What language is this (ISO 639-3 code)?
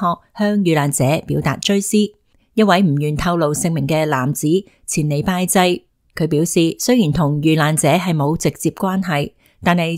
yue